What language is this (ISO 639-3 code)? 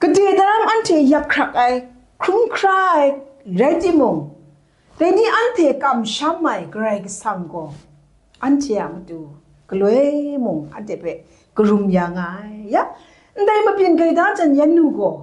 kac